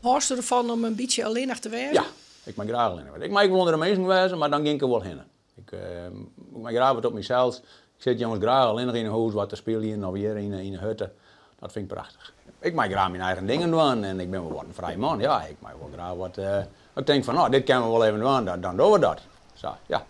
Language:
Western Frisian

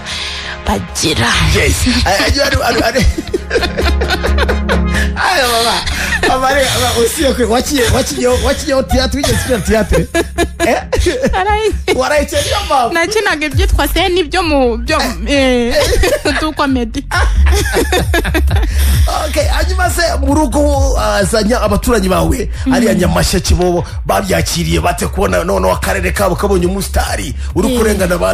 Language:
Kinyarwanda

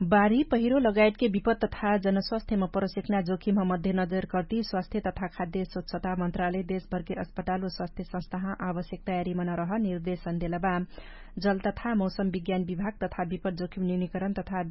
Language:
Dangaura Tharu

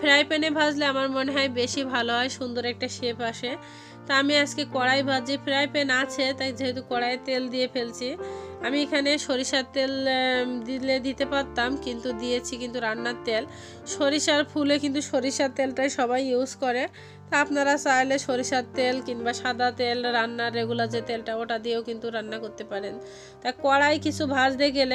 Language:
Bangla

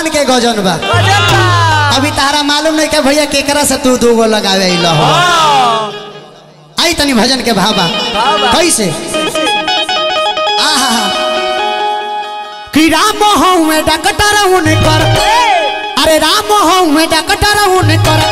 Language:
Bhojpuri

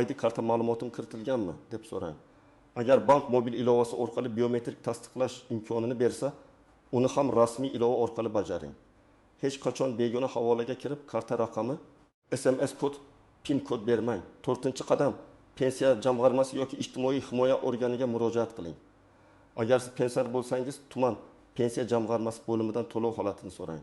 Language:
Uzbek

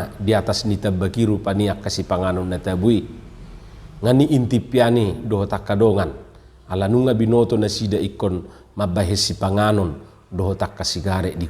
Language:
Batak Toba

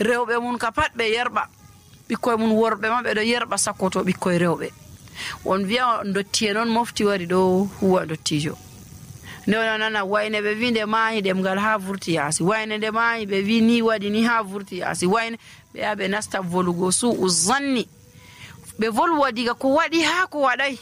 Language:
Nigerian Fulfulde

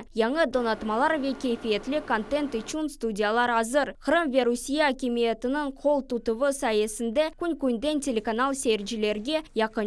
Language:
Crimean Tatar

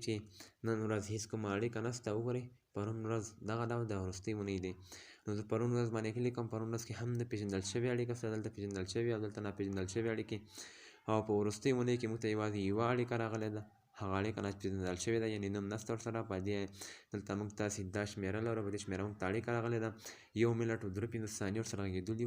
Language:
Pashto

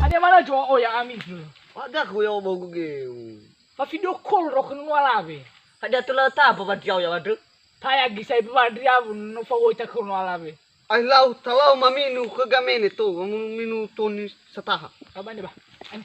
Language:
Nias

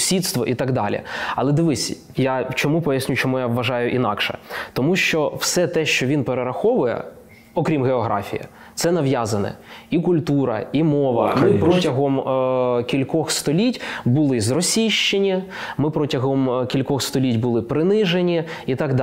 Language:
Ukrainian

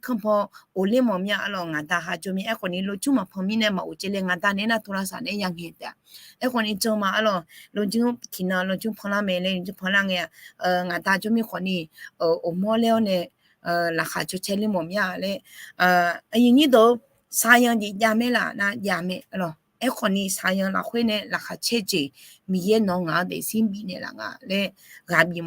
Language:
Akha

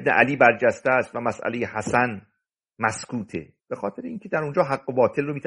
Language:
Persian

